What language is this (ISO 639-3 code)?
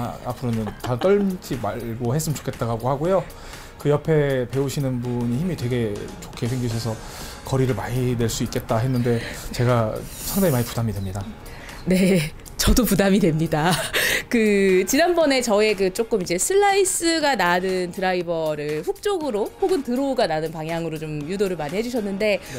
kor